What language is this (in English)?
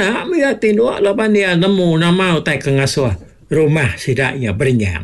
Iban